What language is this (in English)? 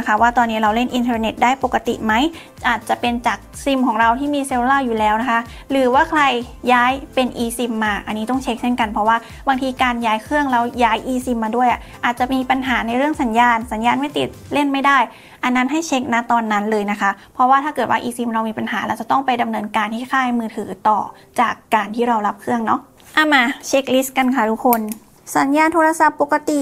Thai